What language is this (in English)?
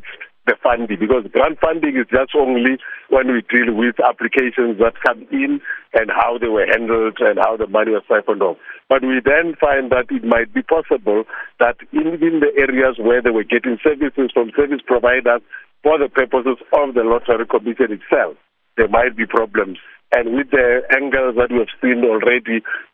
English